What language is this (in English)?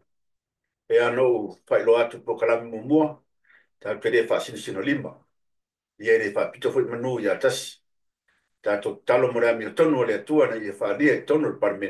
Samoan